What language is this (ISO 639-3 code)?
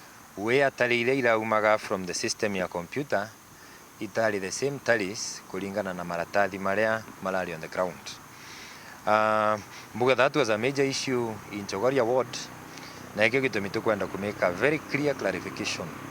mer